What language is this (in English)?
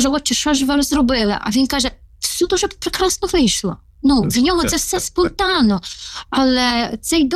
Ukrainian